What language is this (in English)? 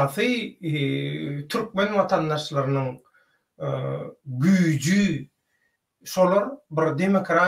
Turkmen